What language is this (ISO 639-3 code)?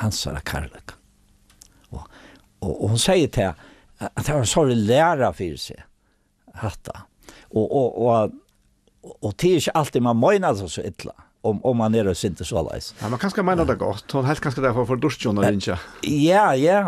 fao